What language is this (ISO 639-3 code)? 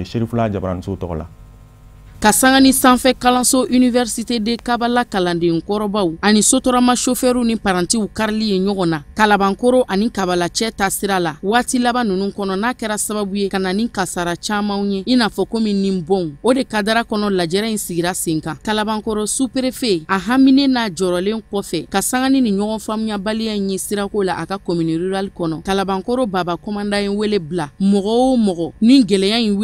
bam